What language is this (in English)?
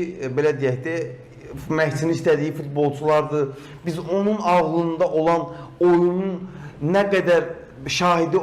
Azerbaijani